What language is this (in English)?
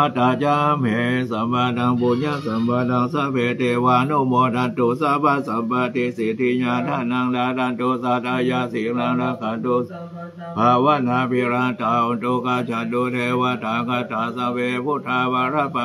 Pali